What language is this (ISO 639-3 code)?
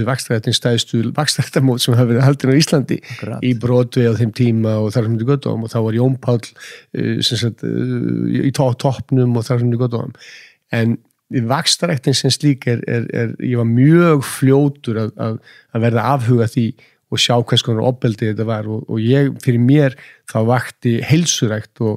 isl